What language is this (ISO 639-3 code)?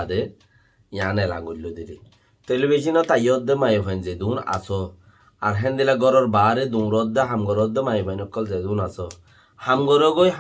rhg